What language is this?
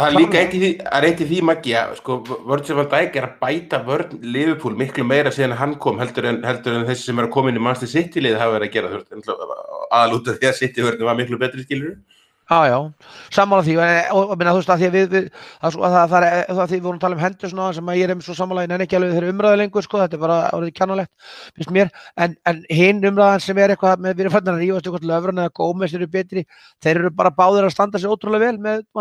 Icelandic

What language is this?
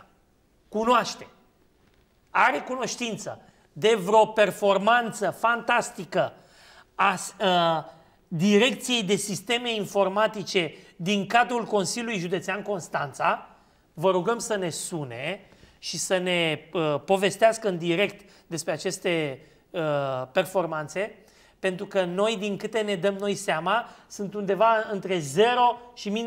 Romanian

